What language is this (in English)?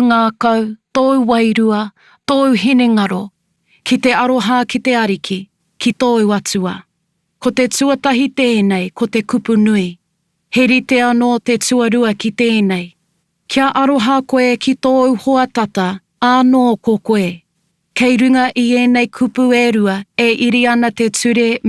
Māori